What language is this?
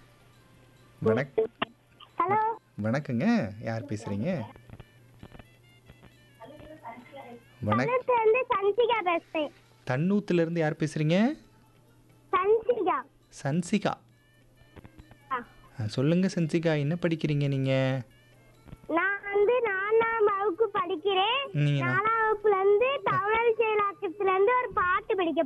Tamil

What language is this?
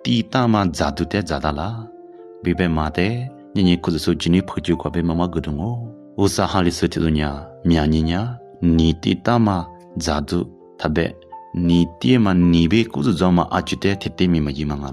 Lisu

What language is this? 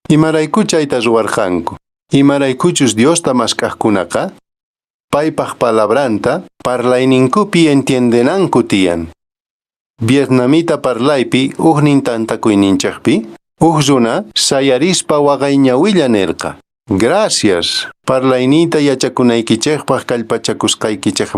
Quechua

